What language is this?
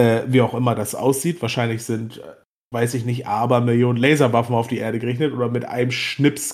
German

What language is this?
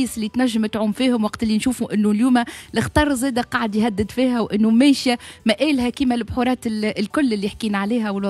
Tunisian Arabic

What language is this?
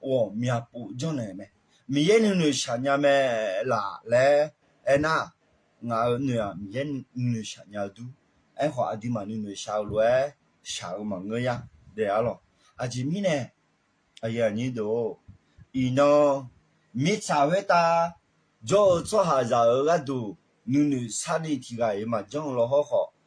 Akha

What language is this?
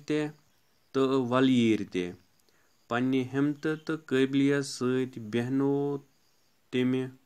Kashmiri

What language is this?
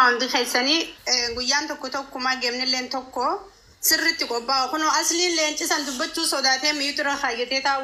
Oromo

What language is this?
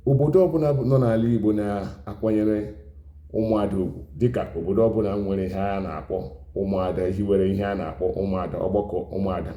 Igbo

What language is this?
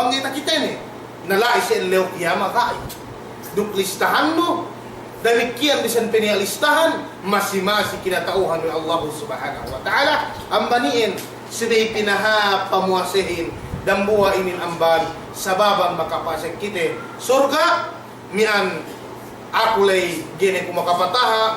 Yakan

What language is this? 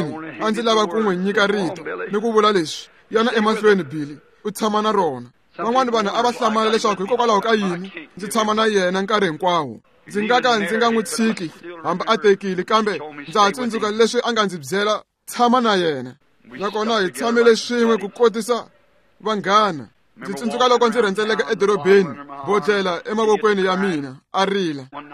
Tsonga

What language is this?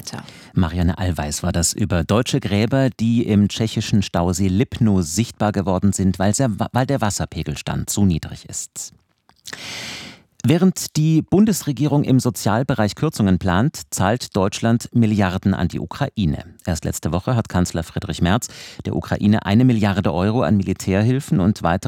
German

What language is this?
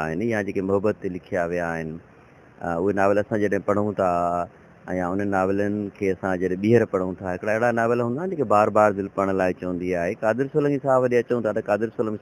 Sindhi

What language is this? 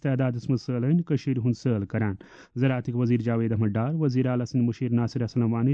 Kashmiri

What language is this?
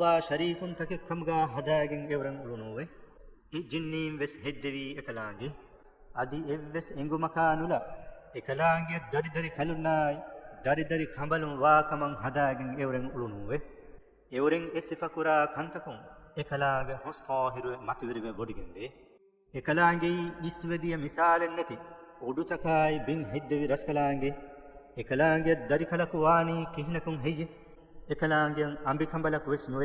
Divehi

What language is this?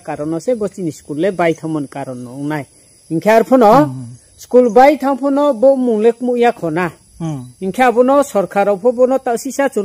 Riang (India)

